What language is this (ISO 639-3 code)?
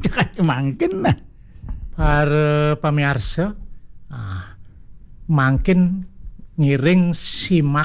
ban